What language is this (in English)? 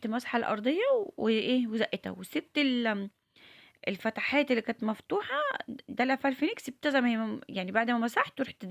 Egyptian Arabic